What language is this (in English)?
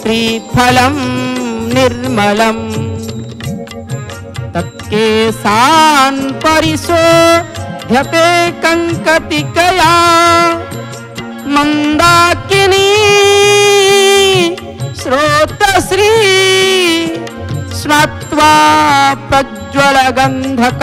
Odia